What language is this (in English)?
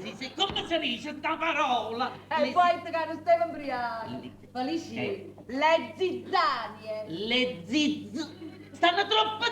Neapolitan